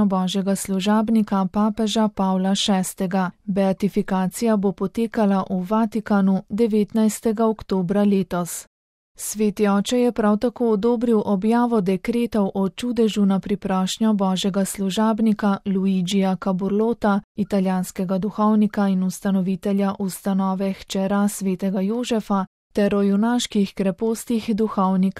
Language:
Slovenian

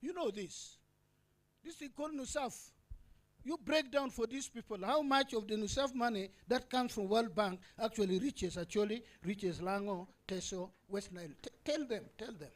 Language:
Acoli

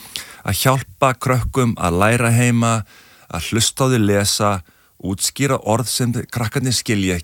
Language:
Icelandic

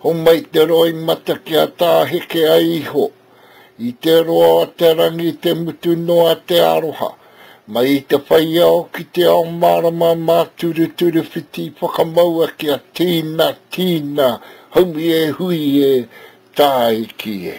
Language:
Māori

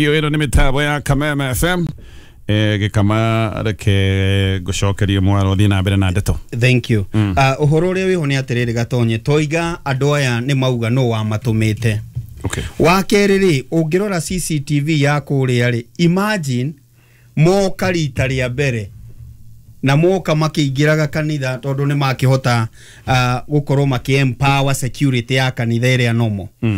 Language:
Kikuyu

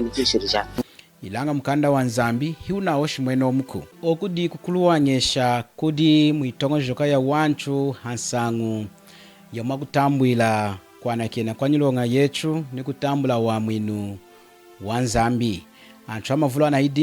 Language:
Lunda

